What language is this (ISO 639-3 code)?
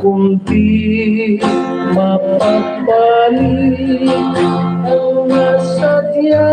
hil